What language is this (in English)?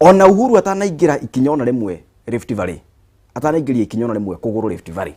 Kikuyu